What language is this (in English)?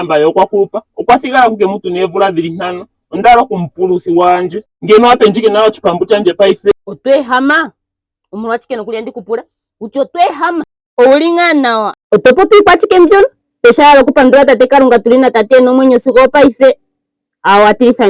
Ndonga